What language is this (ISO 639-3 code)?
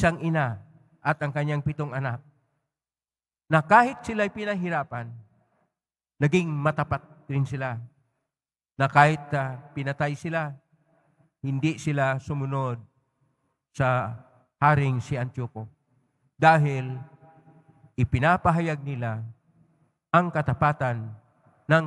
fil